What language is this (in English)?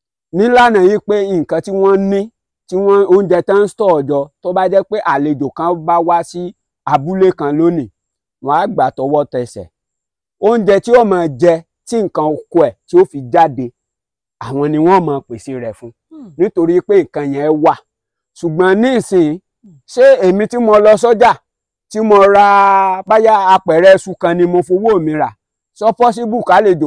Yoruba